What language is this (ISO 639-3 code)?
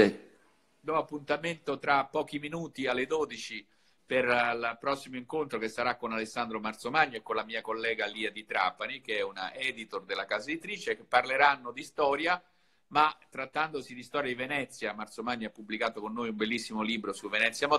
ita